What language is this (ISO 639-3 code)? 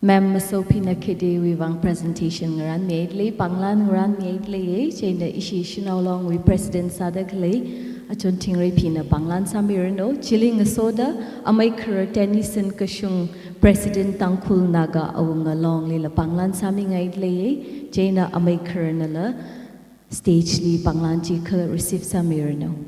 nmf